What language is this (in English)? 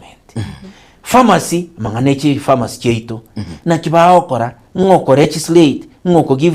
Gusii